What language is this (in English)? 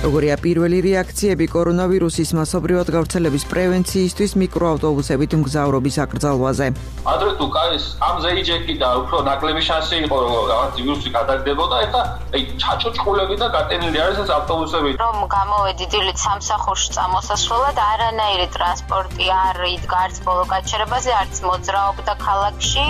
Georgian